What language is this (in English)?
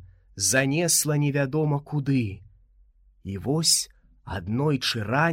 Belarusian